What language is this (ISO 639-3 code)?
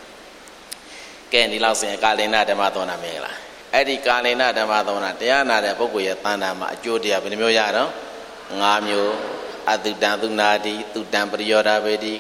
mya